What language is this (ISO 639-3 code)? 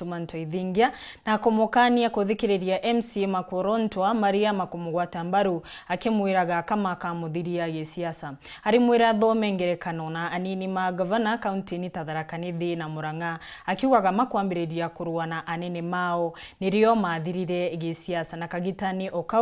mer